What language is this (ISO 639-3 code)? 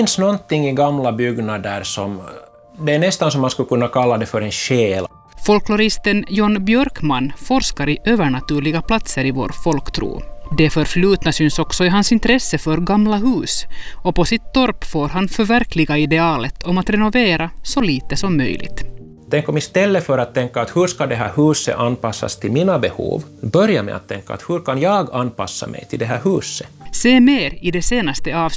swe